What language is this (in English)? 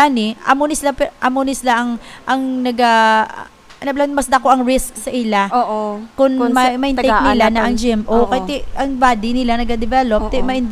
Hiligaynon